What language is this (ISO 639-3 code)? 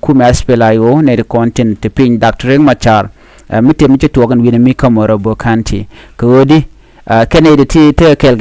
nus